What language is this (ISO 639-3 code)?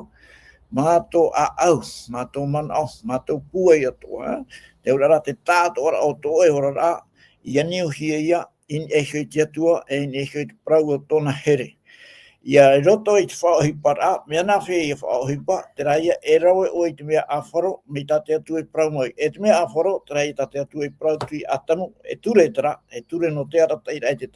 tah